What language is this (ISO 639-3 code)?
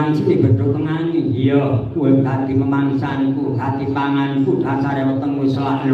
jav